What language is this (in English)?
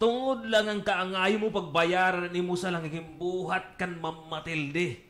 Waray